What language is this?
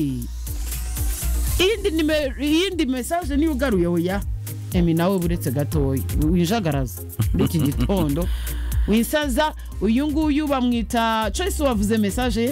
Kinyarwanda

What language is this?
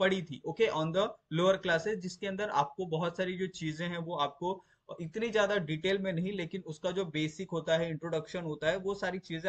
Hindi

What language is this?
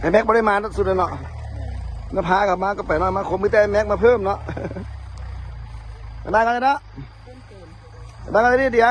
Lao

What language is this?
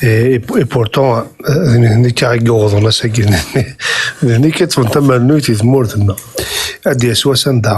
Kabyle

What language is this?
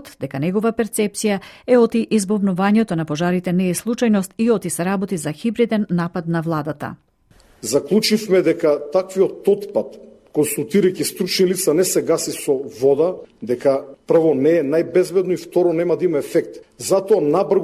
Macedonian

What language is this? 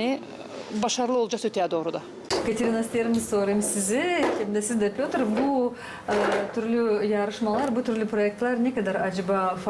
Gagauz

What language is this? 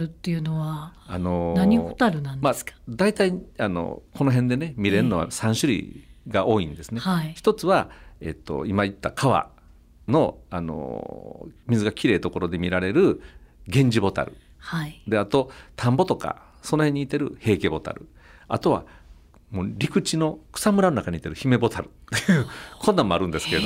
Japanese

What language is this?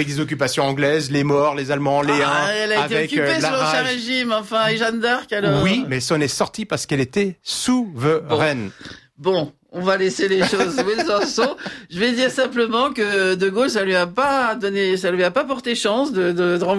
French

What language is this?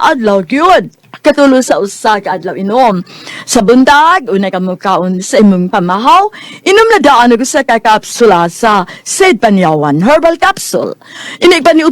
Cebuano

